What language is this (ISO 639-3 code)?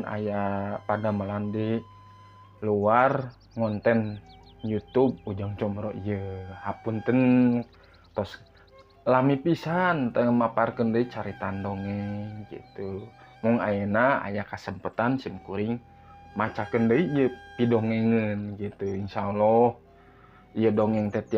sun